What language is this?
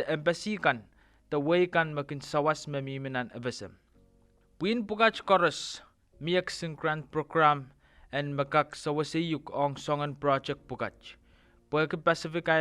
Pohnpeian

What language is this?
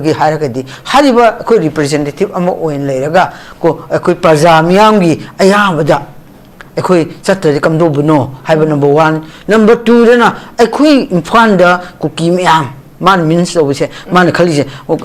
Manipuri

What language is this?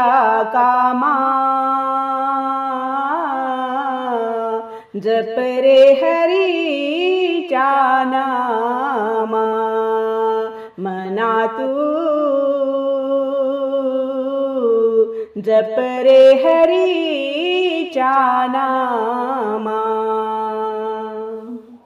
Marathi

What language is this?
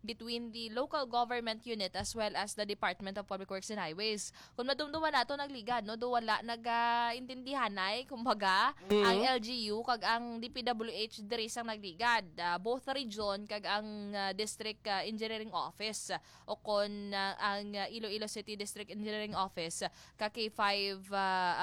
Hiligaynon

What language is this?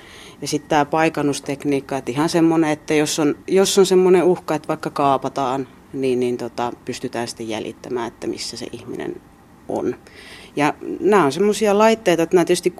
Finnish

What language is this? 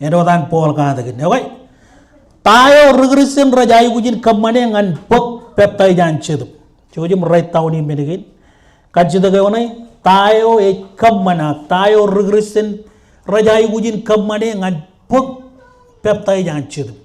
Marshallese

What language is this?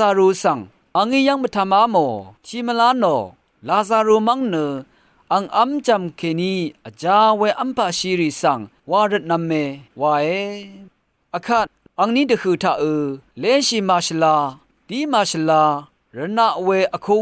Rawang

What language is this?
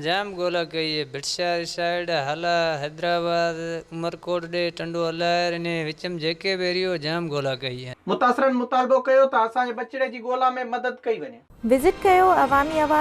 Sindhi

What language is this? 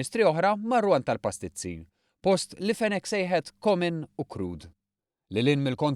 Maltese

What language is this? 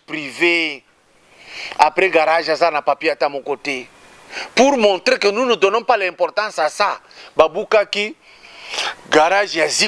Lingala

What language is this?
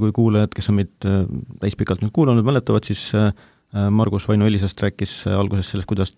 Estonian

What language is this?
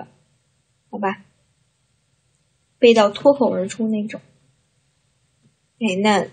Chinese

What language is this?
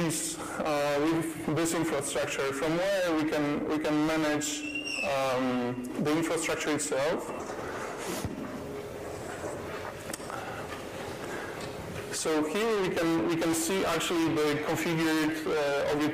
English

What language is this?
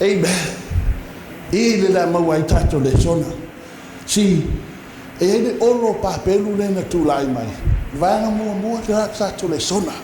Samoan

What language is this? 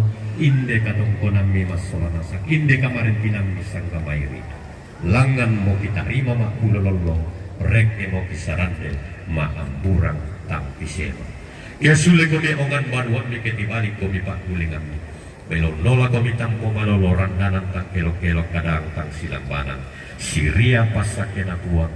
Toraja-Sa'dan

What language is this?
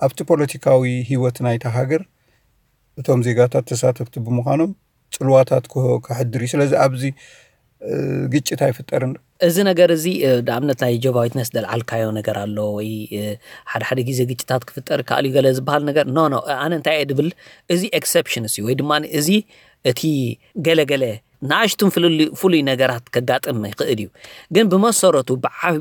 Tigrinya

